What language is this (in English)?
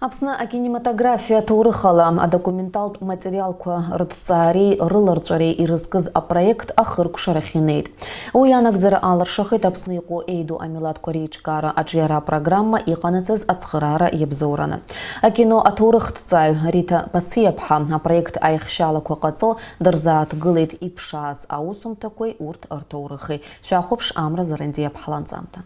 Abkhazian